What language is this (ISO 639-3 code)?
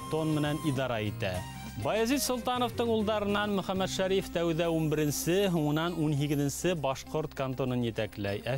bak